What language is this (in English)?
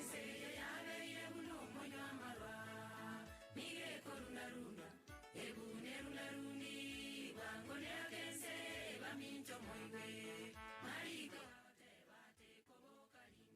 Gusii